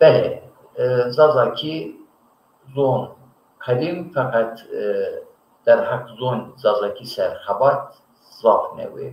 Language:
Zaza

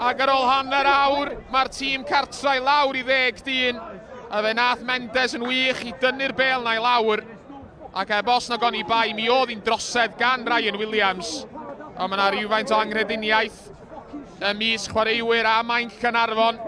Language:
Welsh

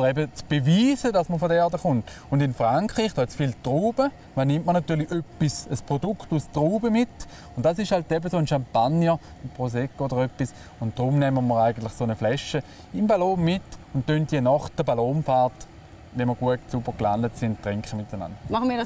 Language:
Swiss German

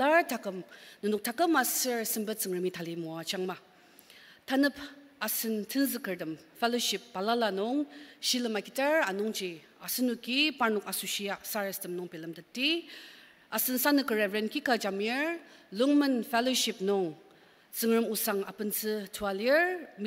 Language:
Ao Naga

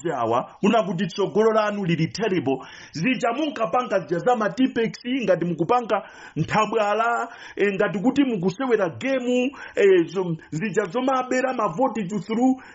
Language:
Nyanja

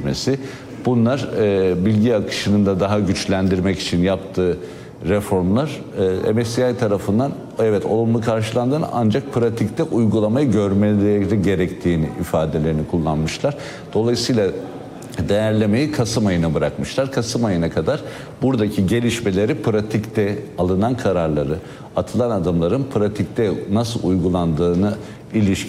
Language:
Turkish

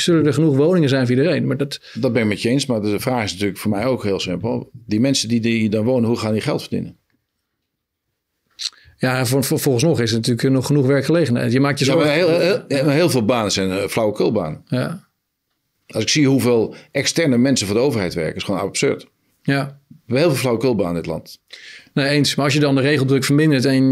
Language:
Dutch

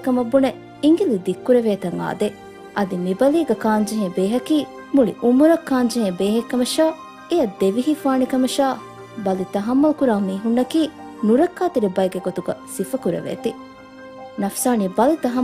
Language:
Divehi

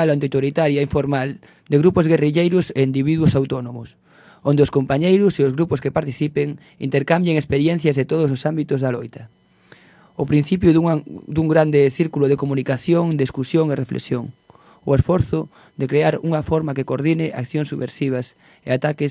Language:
Galician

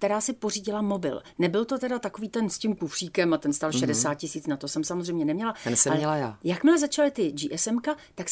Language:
Czech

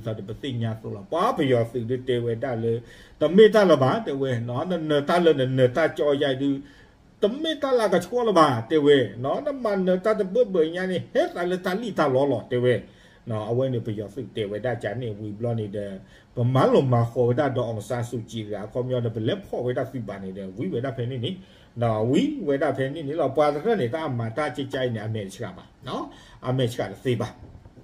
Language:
S'gaw Karen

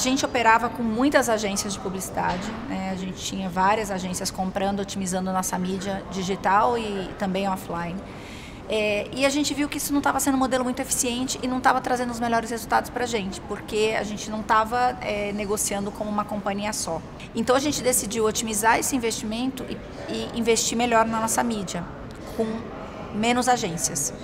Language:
Portuguese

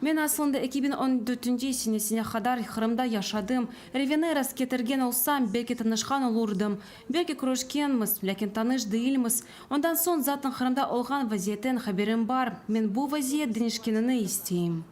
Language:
Crimean Tatar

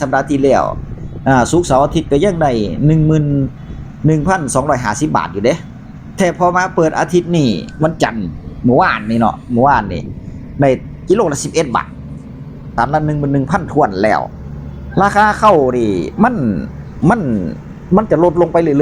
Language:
Northeastern Thai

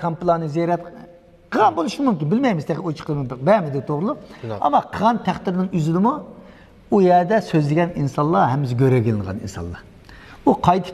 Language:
Uyghur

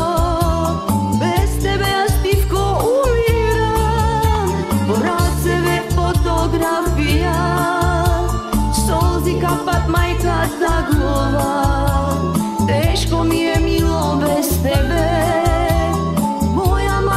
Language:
Macedonian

